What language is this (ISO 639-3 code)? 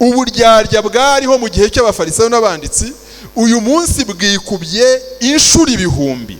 kin